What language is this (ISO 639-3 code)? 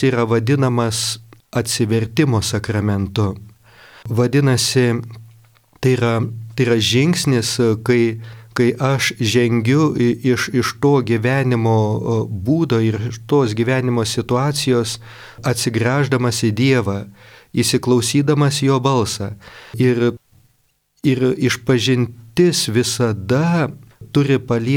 lit